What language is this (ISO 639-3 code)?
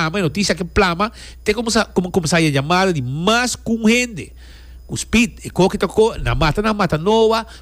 pap